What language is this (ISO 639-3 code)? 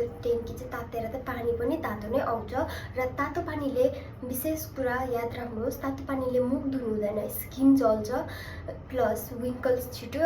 nep